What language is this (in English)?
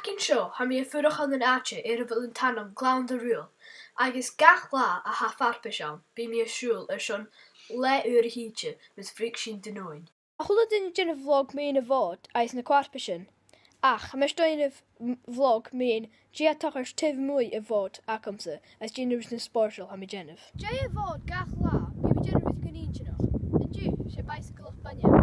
Scottish Gaelic